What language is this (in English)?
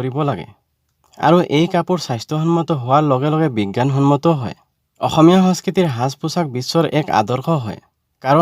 Assamese